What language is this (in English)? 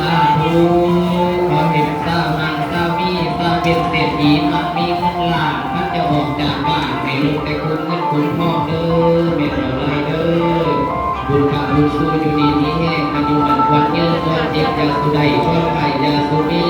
Northeastern Thai